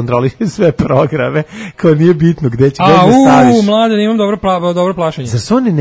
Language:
Serbian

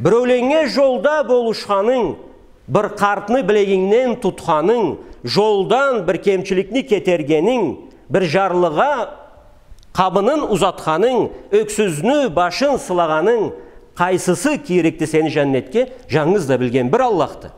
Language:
Karachay-Balkar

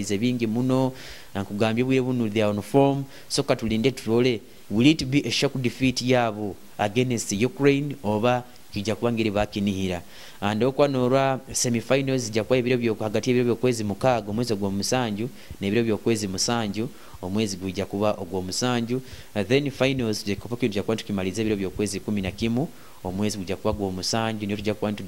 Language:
Nyoro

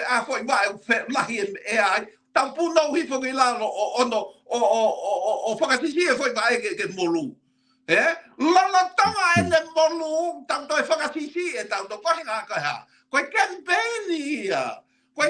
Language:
Tongan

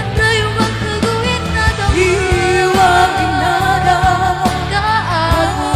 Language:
Nias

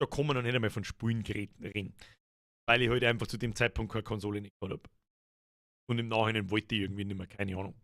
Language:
Bavarian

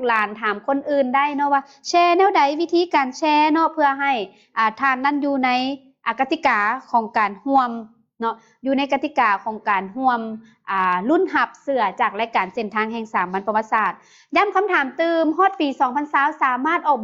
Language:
Lao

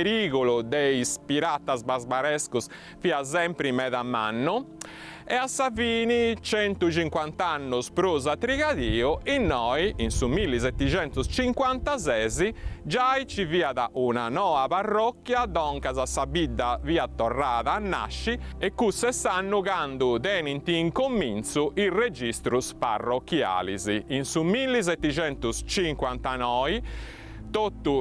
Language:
Sardinian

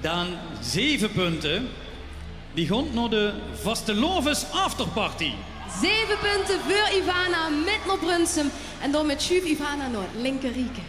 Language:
Limburgish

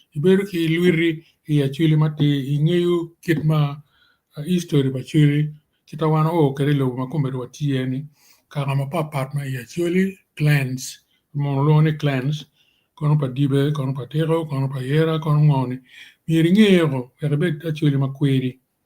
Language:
Acoli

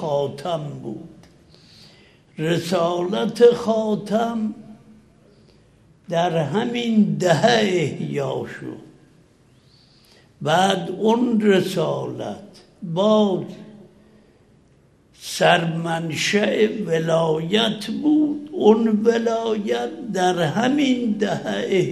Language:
Persian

